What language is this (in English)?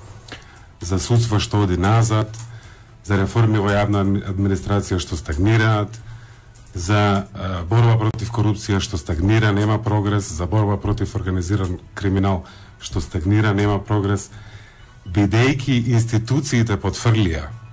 Macedonian